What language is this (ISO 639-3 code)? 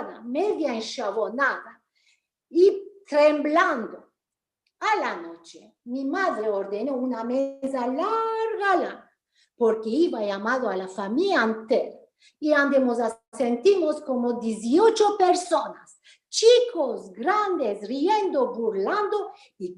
lad